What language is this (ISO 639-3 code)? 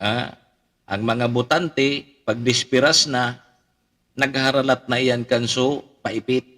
bik